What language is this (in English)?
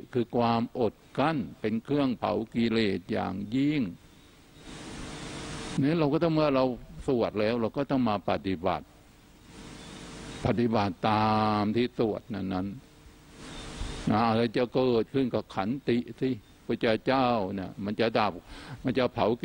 Thai